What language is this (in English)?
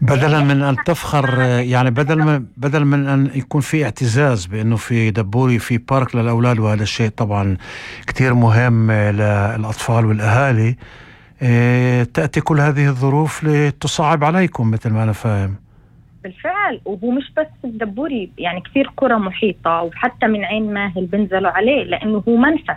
North Levantine Arabic